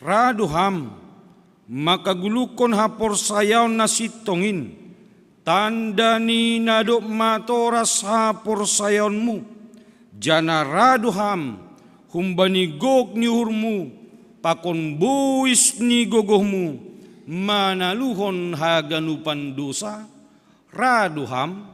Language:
Batak Simalungun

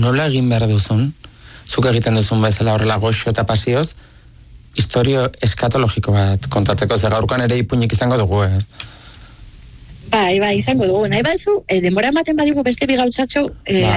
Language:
Basque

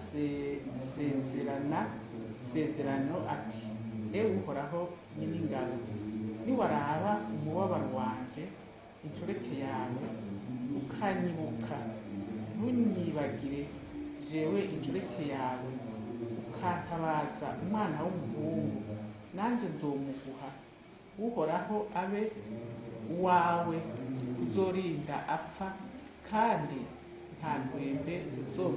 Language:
Rundi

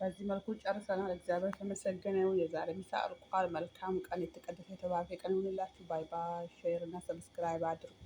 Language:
Amharic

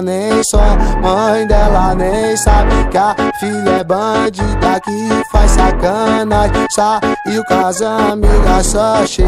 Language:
Portuguese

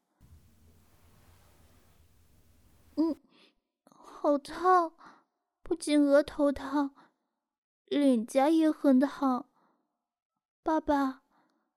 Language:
Chinese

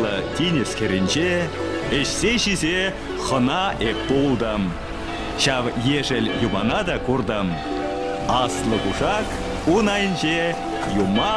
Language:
Chuvash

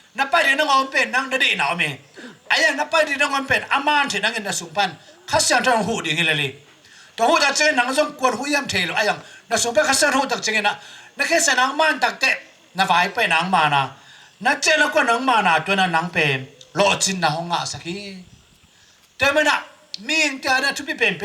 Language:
Tedim Chin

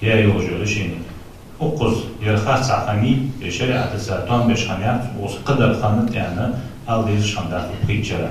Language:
Ingush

